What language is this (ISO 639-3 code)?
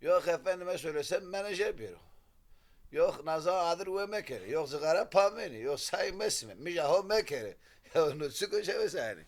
zza